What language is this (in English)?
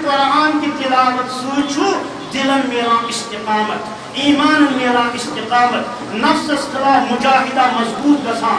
Urdu